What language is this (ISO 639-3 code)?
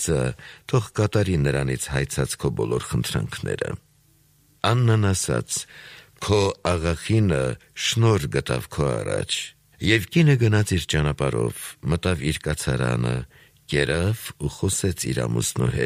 hye